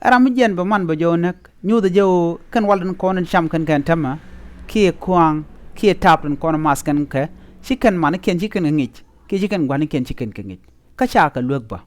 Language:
Nuer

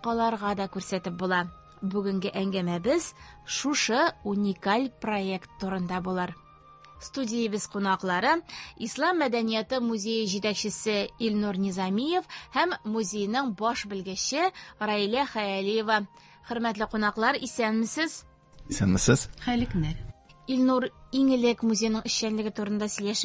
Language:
Tatar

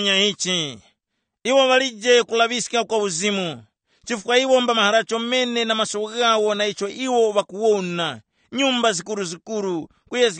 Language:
Tumbuka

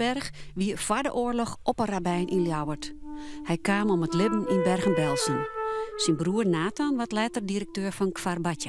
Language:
Western Frisian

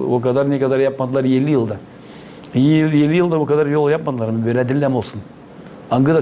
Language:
Gagauz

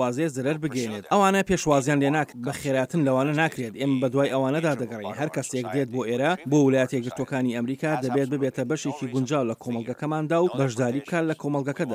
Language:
Central Kurdish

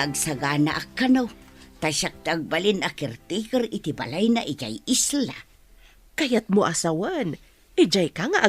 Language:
Iloko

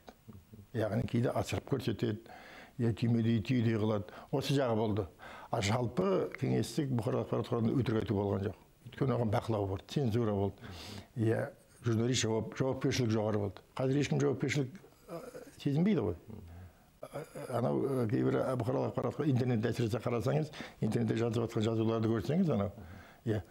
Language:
Kazakh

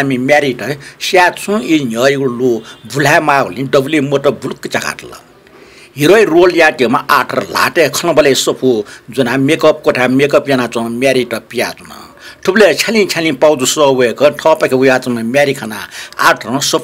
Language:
Newari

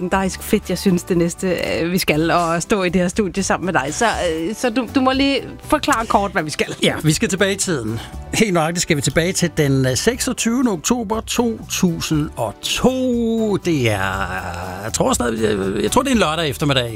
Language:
Danish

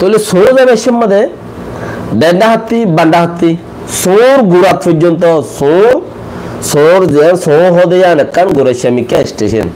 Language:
Rohingya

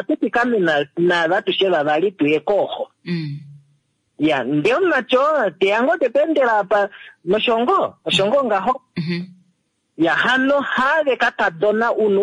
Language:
Kuanyama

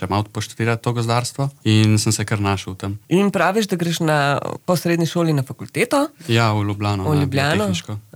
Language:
Slovenian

